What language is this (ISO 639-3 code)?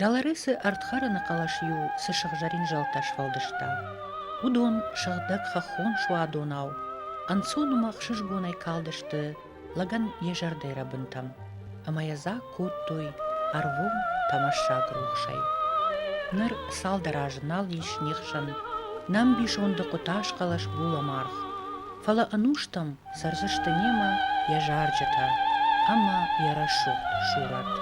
oss